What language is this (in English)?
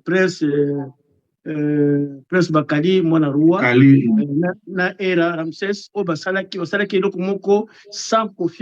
Lingala